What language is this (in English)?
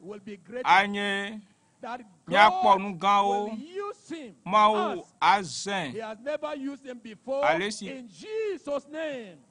Ewe